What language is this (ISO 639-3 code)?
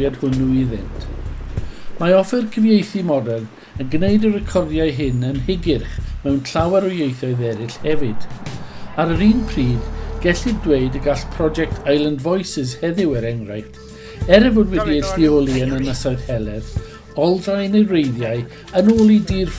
cym